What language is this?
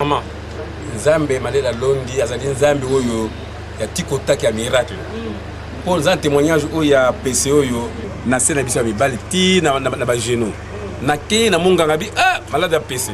Lingala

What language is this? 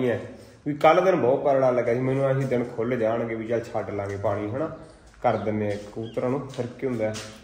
Punjabi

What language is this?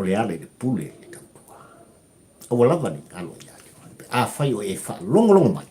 Samoan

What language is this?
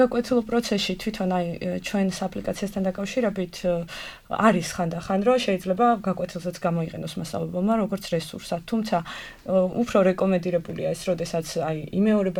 Georgian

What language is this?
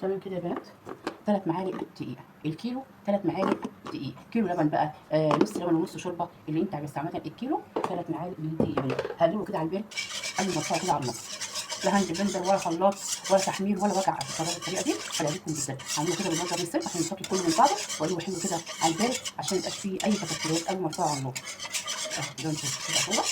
Egyptian Arabic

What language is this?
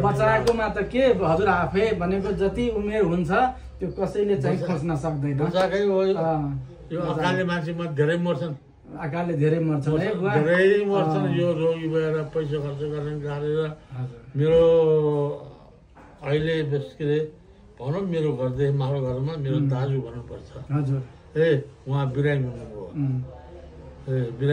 Nepali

